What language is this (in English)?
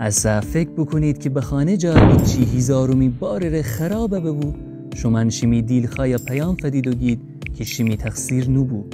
Gilaki